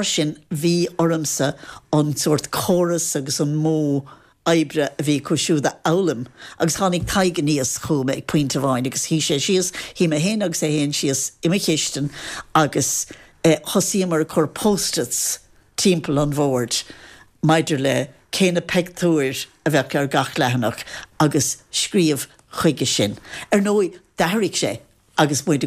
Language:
Irish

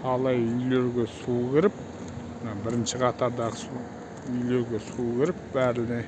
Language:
Kazakh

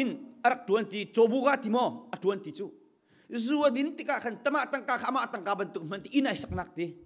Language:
Hakha Chin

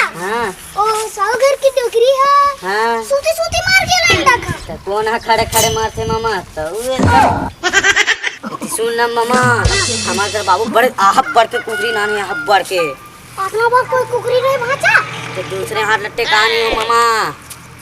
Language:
Chhattisgarhi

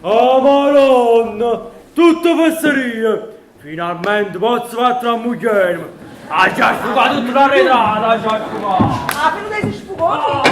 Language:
Neapolitan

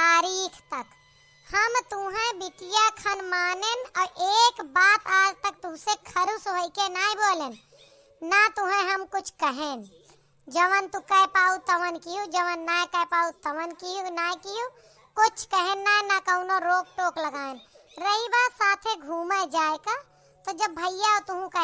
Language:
Awadhi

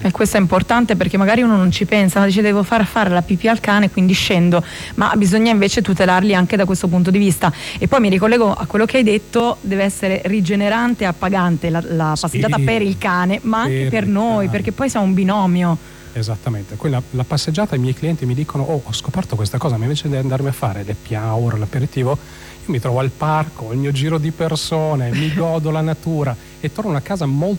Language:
Italian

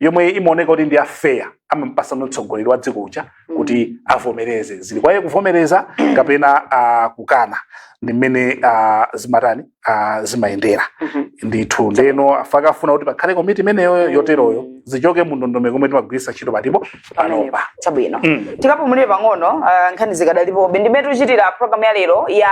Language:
Nyanja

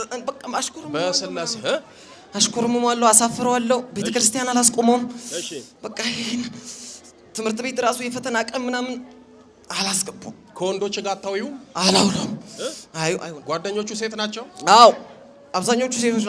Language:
Amharic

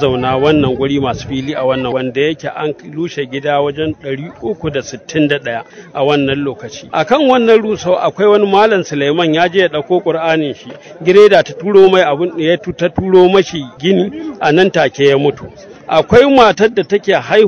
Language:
Hausa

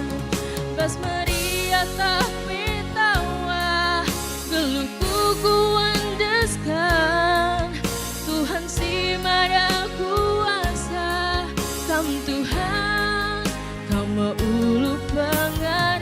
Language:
Batak Karo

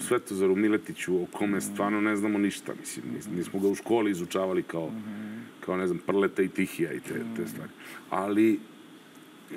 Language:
Serbian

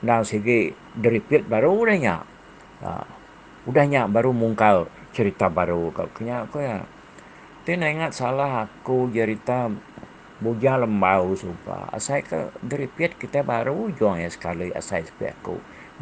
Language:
Iban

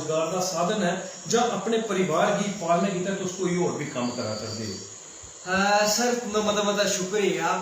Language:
Dogri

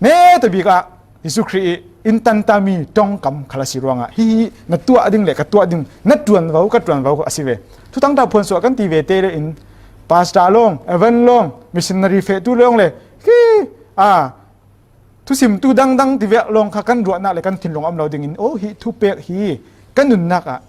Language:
Falam Chin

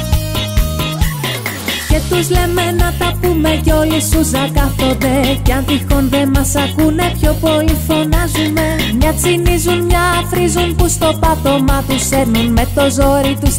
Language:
Greek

